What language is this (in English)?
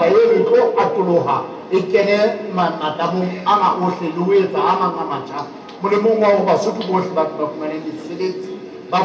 Southern Sotho